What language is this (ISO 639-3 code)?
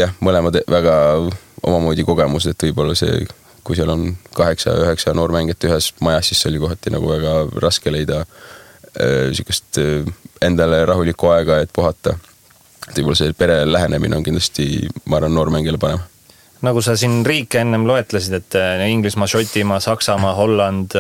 est